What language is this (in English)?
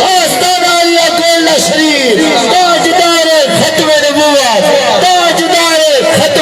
Saraiki